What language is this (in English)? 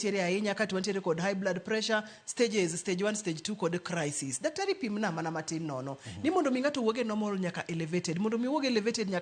Luo (Kenya and Tanzania)